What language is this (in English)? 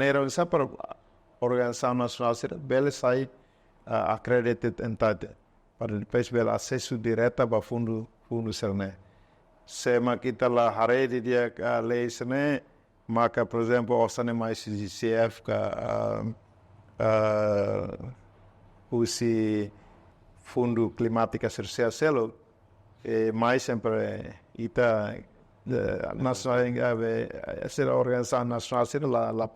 Tetum